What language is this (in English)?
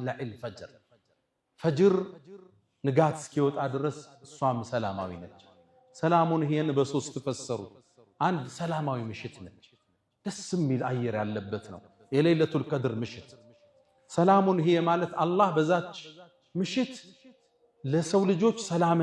Amharic